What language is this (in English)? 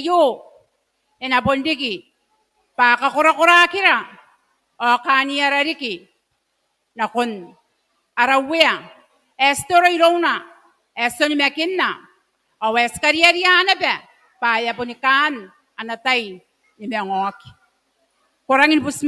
Gilbertese